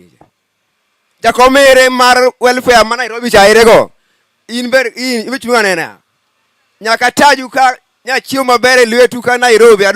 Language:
Luo (Kenya and Tanzania)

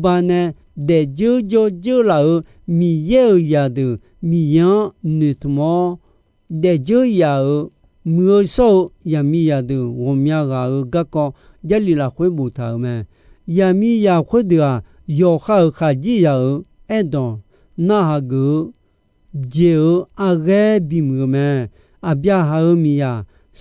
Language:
Akha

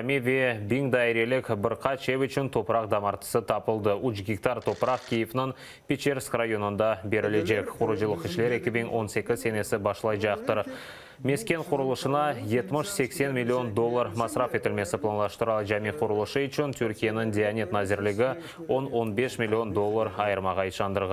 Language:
Crimean Tatar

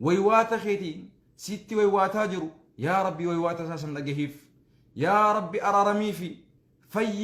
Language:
Oromo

